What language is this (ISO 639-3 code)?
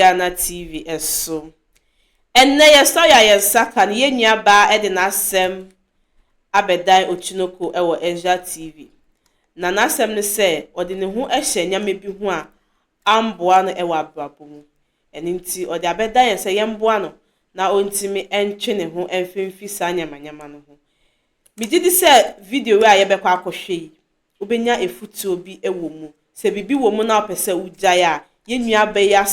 aka